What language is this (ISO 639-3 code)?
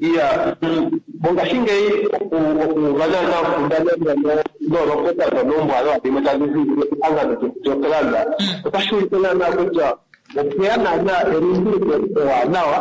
kua